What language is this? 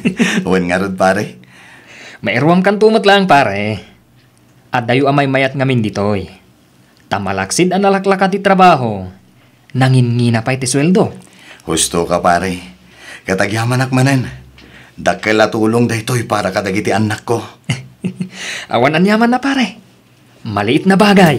Iloko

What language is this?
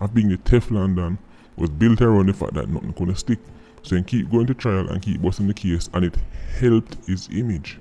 Jamaican Creole English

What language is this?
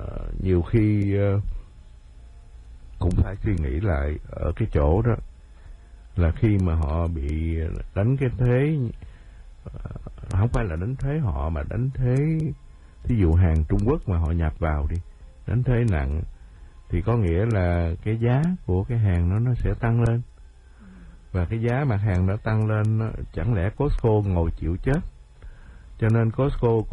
Vietnamese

